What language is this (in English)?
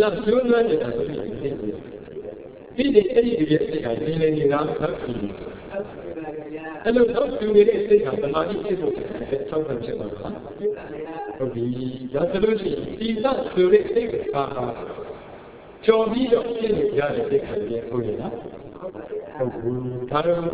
Burmese